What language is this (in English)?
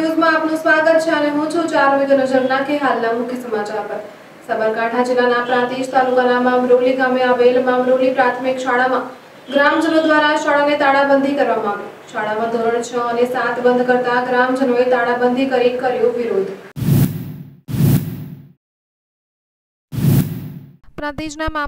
Gujarati